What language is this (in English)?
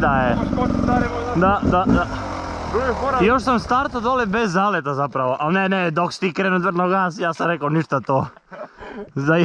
Croatian